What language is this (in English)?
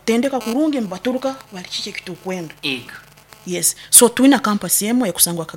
Nyoro